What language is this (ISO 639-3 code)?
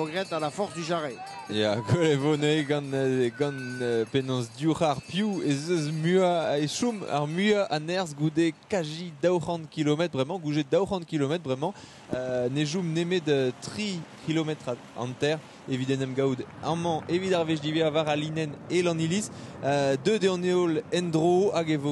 bre